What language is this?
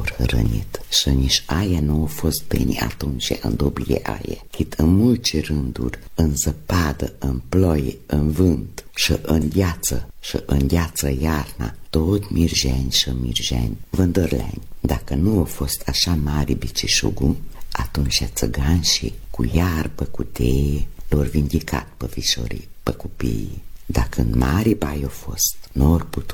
Romanian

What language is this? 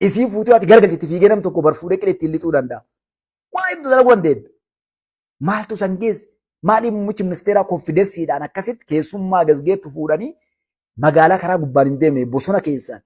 Oromo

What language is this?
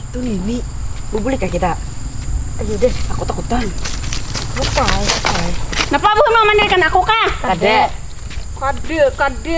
Banjar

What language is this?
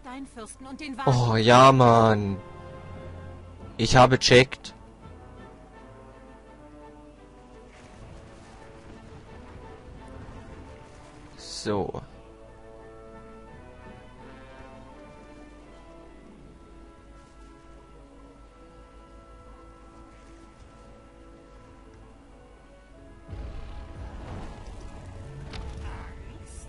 German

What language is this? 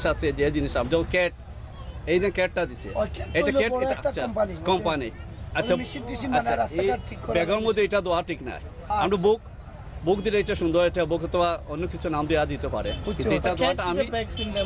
Sylheti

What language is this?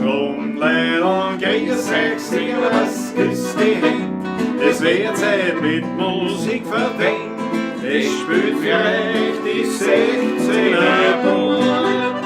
Bavarian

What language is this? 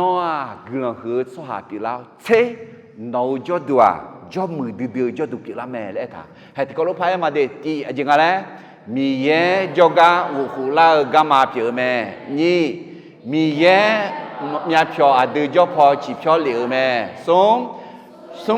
Akha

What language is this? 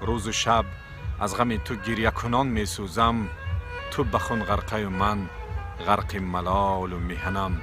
Tajik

